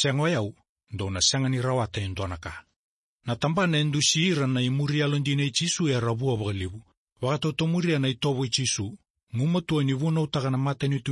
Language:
Fijian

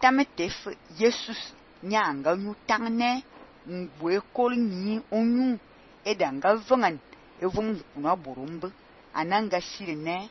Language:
Fang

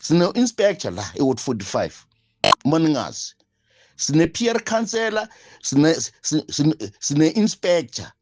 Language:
Zulu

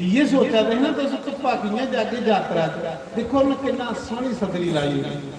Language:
Dogri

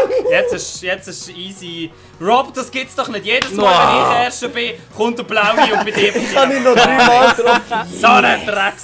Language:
Swiss German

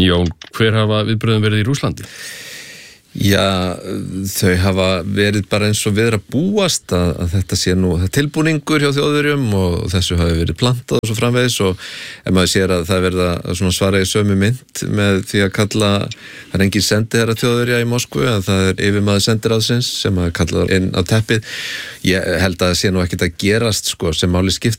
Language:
Icelandic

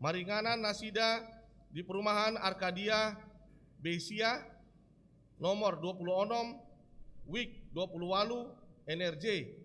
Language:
Batak Toba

